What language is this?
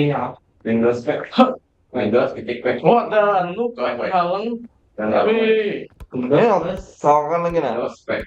Banjar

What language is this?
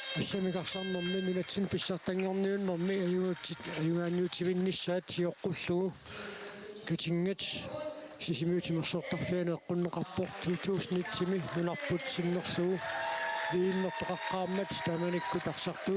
Kalaallisut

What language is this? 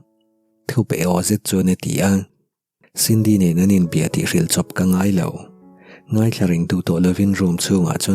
Mizo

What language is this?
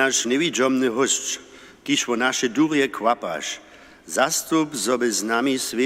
Upper Sorbian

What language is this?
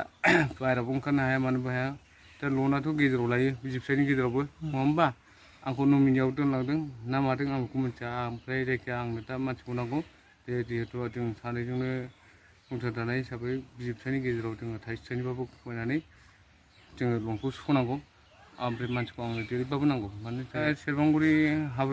Bodo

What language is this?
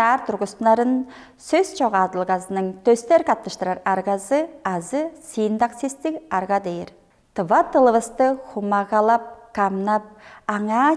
Tuvinian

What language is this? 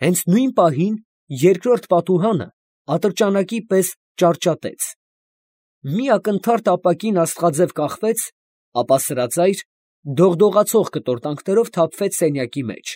Armenian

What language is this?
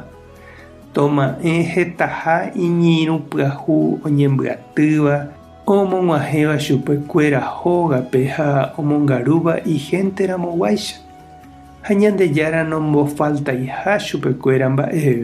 Guarani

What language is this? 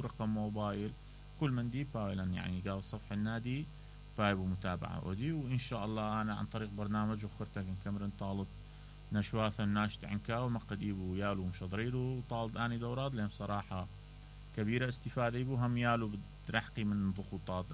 Mesopotamian Arabic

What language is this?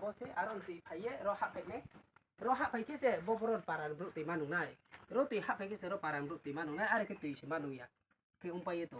Riang (India)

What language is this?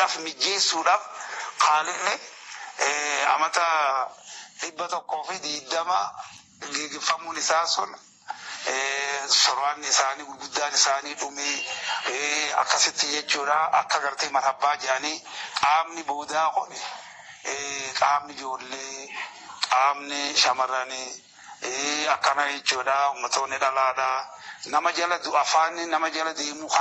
Oromo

